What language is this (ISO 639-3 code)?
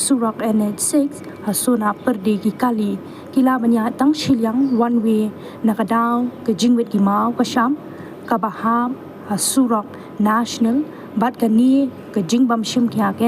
kha